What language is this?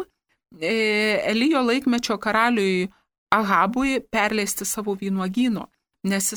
Lithuanian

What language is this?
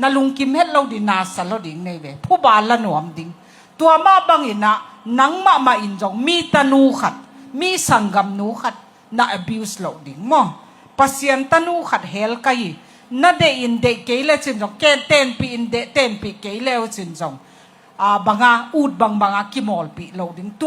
Tedim Chin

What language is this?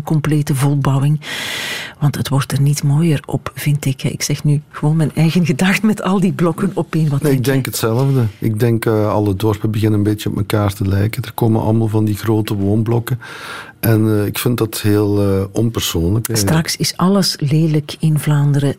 Dutch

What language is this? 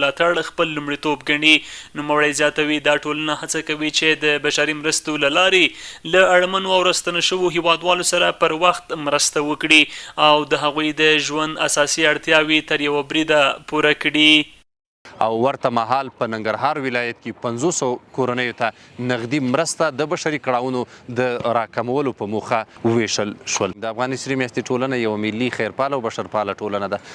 Pashto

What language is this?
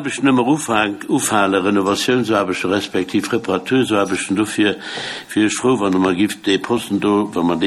Luxembourgish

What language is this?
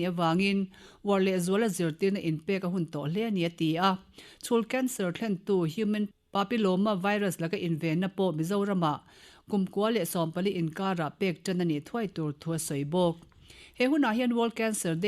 Mizo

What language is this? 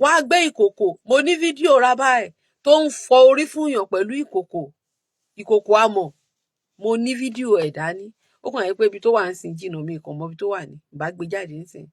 Yoruba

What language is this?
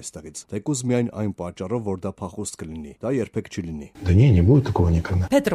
Armenian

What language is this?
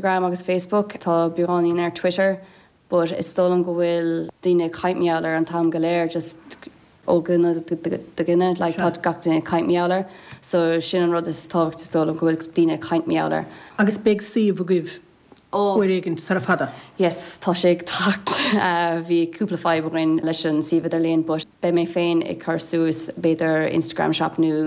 Irish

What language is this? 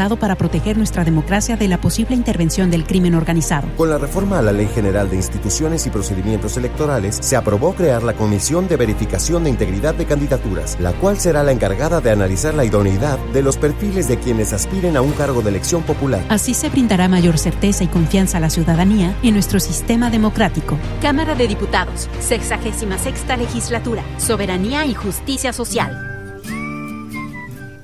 Spanish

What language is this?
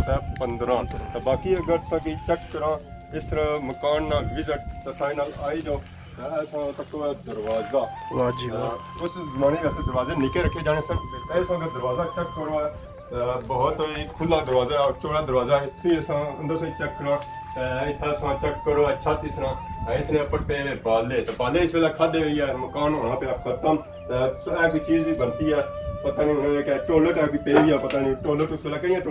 Pahari-Potwari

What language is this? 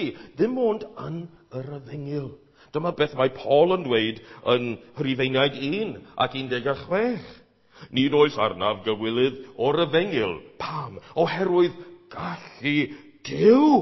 Welsh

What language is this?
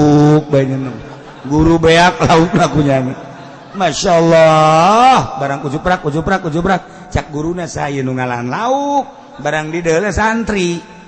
Sundanese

